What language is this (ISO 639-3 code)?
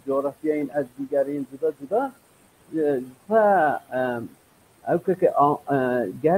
kur